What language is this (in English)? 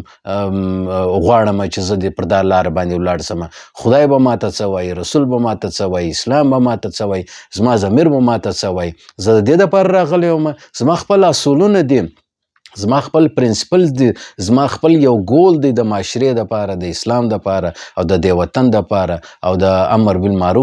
Pashto